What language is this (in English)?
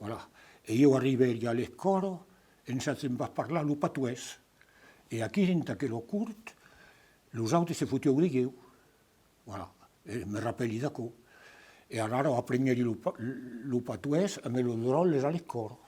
Occitan